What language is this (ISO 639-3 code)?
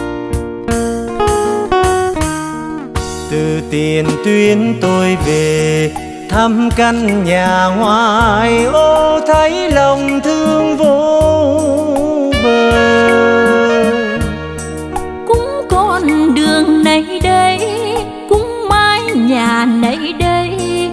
vie